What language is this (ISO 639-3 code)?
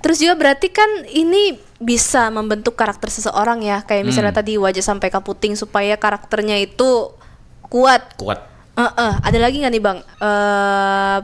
bjn